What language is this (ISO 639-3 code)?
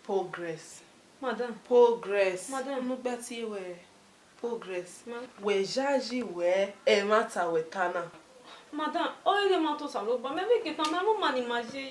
bin